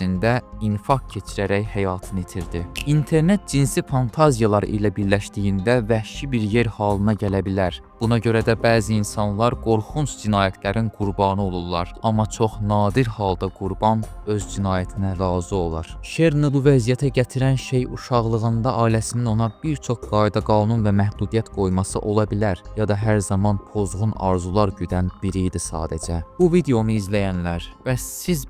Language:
Azerbaijani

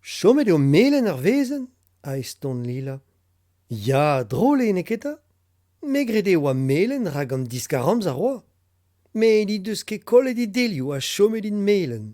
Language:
Breton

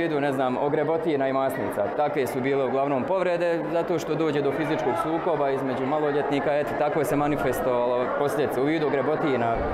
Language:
Bosnian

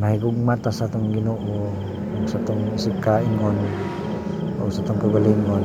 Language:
Cebuano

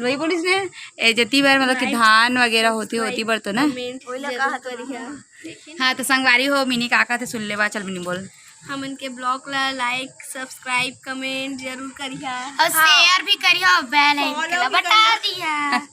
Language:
Chhattisgarhi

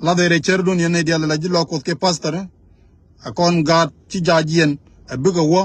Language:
Nuer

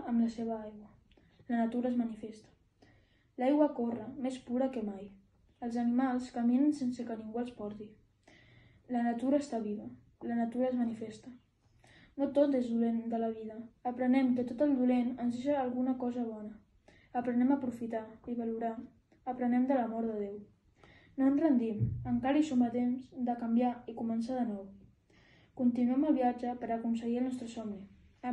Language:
Catalan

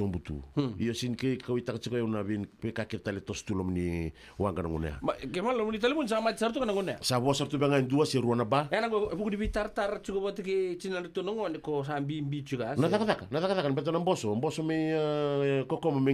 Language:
Fijian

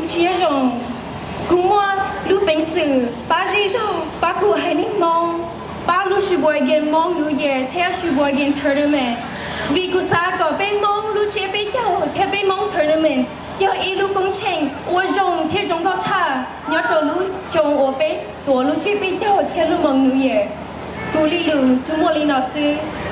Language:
Hmong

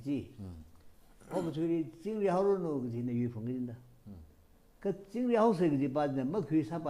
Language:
Tangkhul Naga (India)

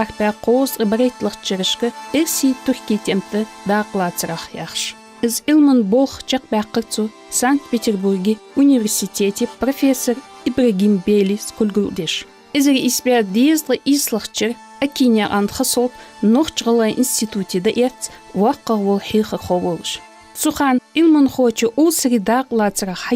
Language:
Ingush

